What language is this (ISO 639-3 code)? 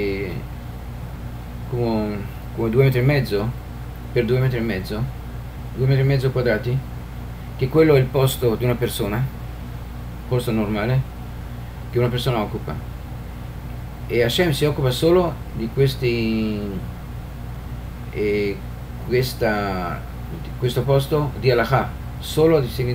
ita